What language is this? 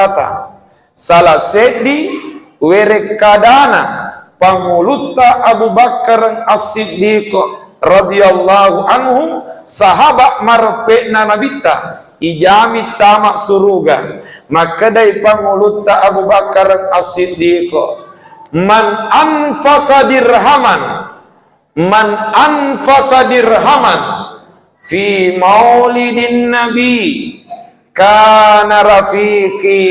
Buginese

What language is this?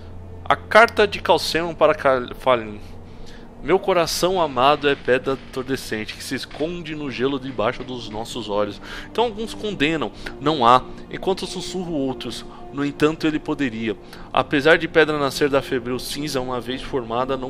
Portuguese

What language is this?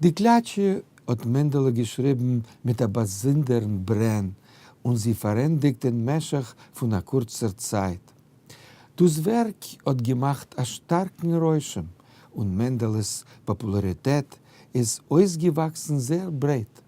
Yiddish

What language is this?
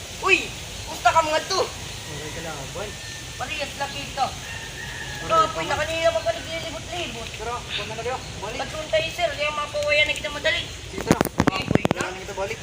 Waray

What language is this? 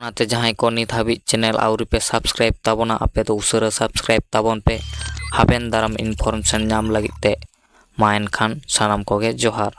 Santali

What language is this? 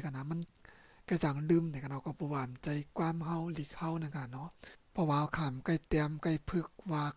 Shan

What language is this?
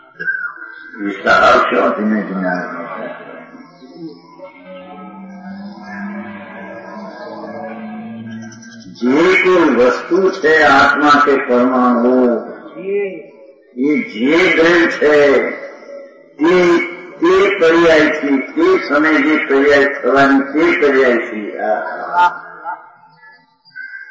Gujarati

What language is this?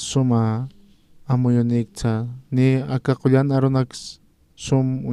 Aymara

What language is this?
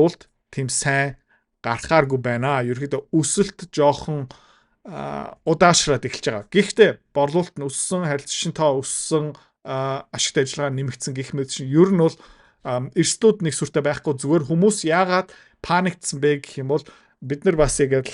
Mongolian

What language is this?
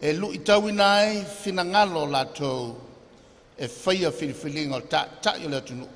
Samoan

